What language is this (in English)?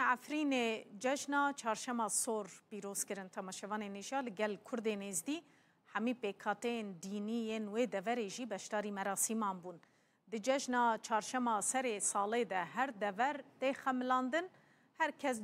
Kurdish